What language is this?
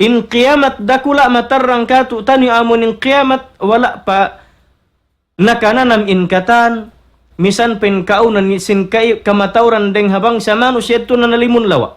Tausug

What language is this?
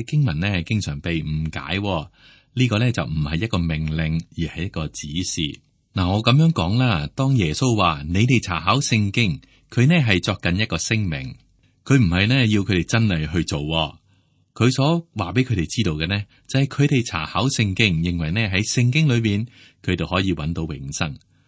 Cantonese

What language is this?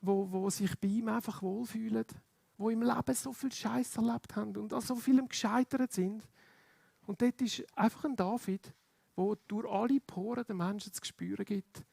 Swiss German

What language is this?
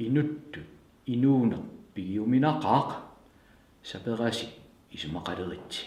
Kalaallisut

